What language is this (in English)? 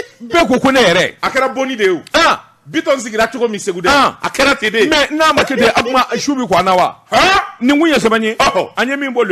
Bambara